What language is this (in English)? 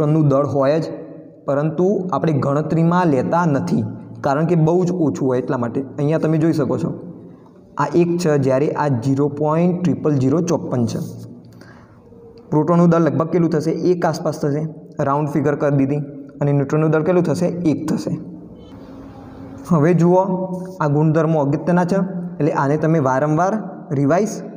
Gujarati